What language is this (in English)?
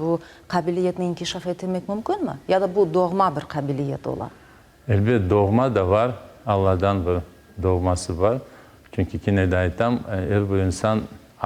Crimean Tatar